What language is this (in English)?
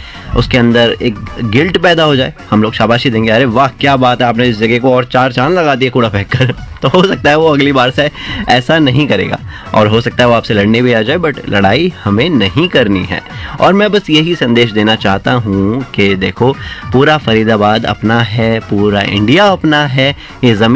Hindi